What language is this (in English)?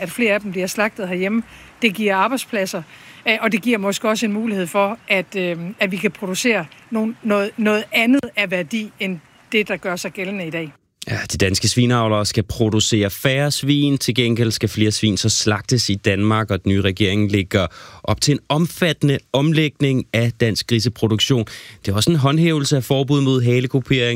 Danish